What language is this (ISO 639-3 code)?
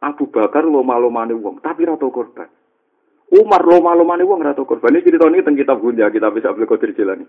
jav